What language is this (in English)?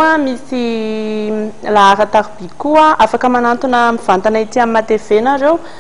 Malagasy